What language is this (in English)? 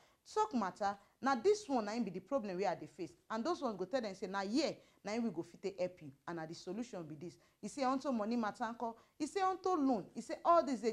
Nigerian Pidgin